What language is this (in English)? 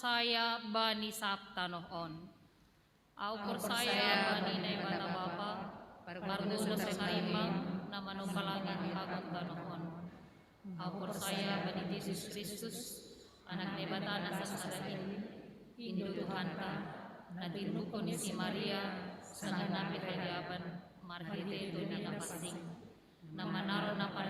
Batak Simalungun